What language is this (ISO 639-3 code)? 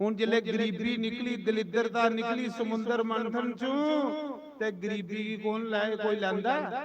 doi